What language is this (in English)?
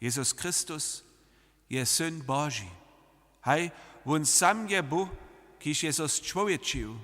Upper Sorbian